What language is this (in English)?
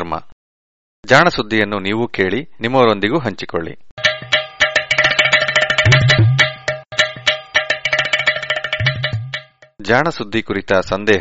Kannada